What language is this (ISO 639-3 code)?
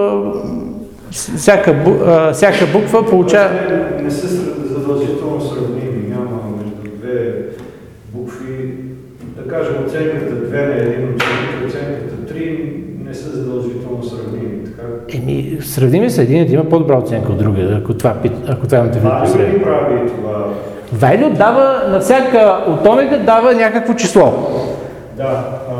bul